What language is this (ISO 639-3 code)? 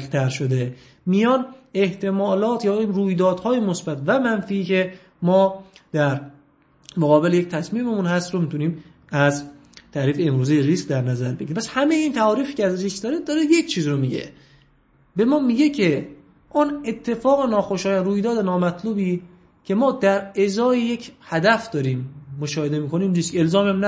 fas